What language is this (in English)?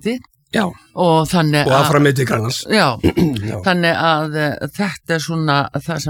Icelandic